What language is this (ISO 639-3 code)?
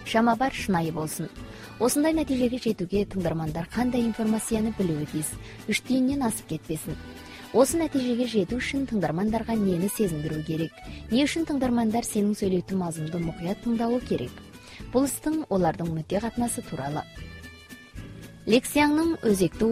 kaz